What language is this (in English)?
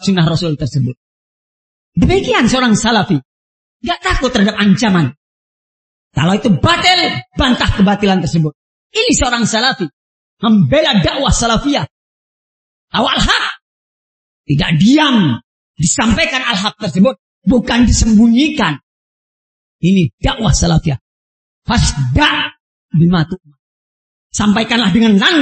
Indonesian